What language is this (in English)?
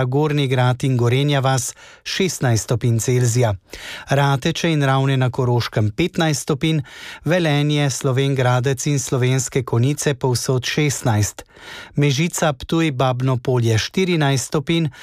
Slovenian